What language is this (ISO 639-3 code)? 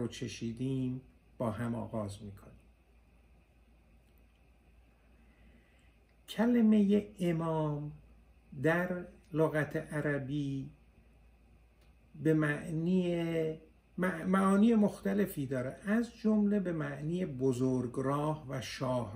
fas